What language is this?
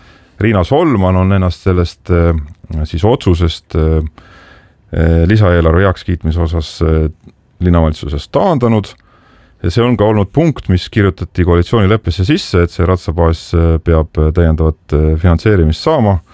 Estonian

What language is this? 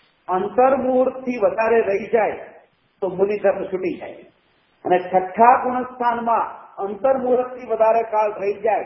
Gujarati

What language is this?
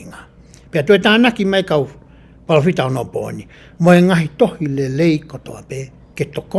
Tongan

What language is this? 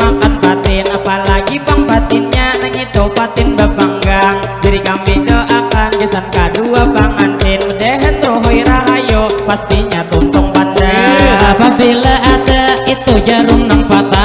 Banjar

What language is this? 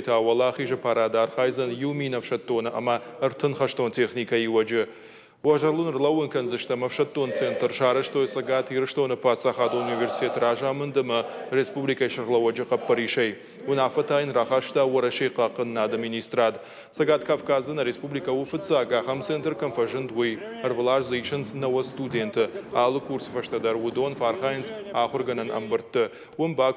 Ossetic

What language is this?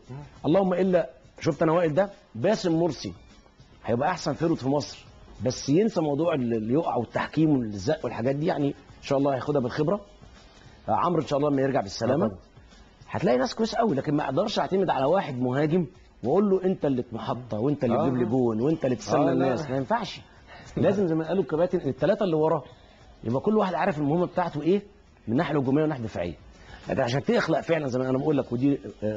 Egyptian Arabic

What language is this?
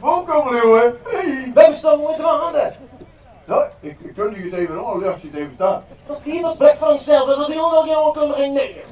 Western Frisian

